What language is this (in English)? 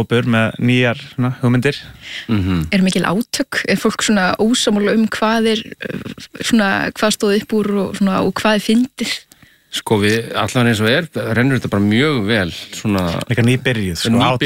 Icelandic